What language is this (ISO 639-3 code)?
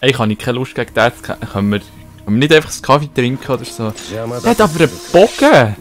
gsw